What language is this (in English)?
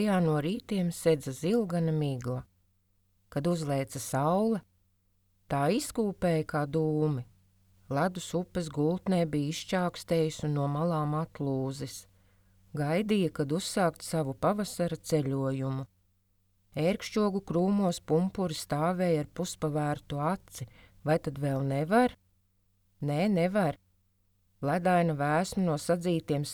Latvian